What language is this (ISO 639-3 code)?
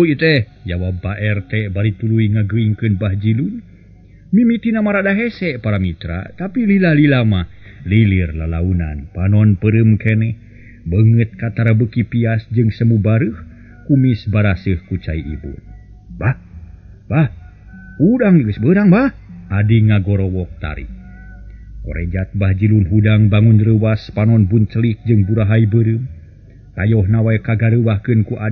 sun